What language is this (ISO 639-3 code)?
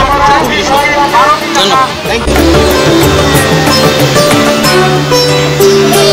ben